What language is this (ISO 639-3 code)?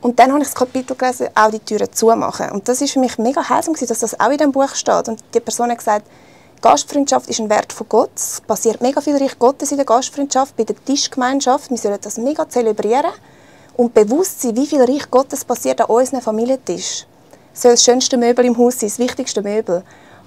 gsw